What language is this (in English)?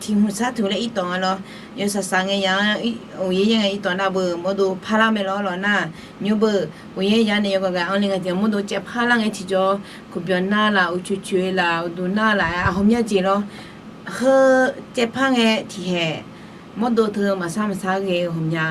Akha